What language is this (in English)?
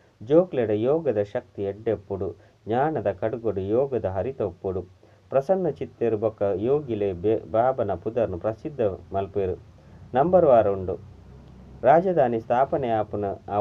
Tulu